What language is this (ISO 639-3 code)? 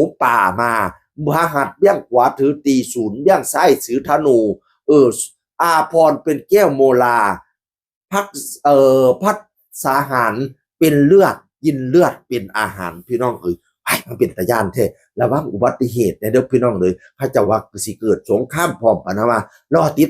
tts